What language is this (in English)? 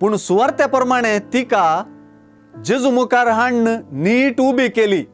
Konkani